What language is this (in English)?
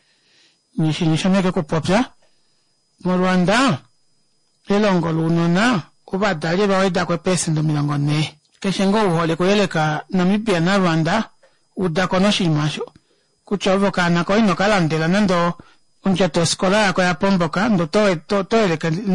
Kuanyama